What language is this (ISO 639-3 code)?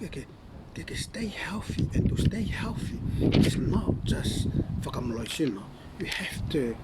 ton